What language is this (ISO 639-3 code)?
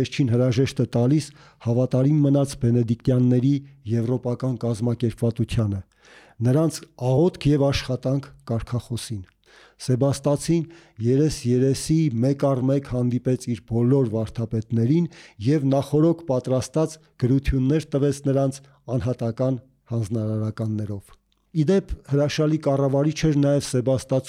hye